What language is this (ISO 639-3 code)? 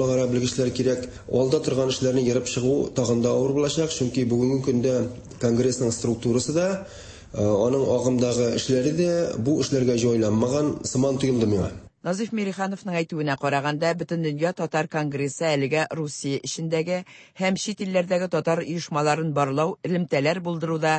tat